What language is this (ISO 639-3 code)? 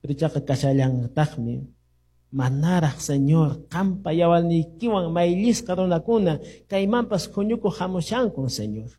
que